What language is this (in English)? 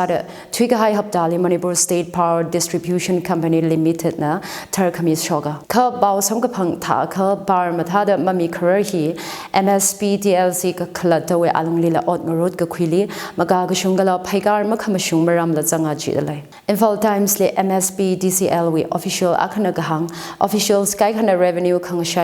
Tangkhul Naga (India)